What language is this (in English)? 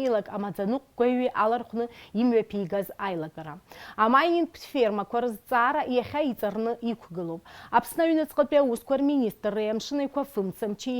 Abkhazian